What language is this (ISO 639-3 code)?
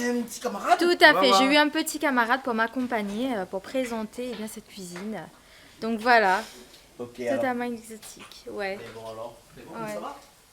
rcf